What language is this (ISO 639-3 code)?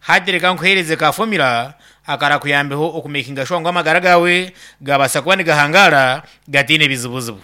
nyn